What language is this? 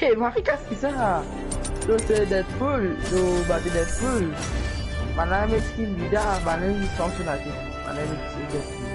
Morisyen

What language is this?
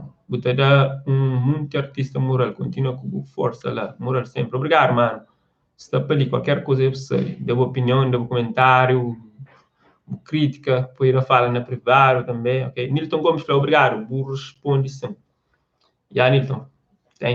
Kabuverdianu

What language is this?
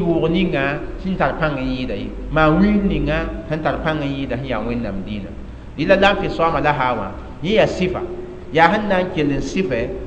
Mossi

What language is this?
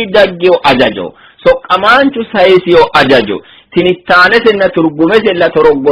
Sidamo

